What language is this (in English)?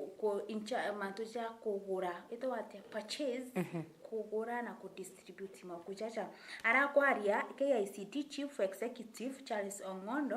Meru